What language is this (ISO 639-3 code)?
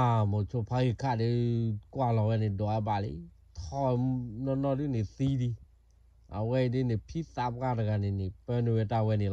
ksw